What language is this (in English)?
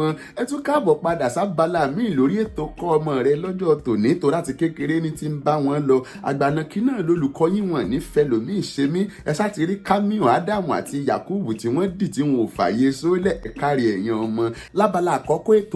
Yoruba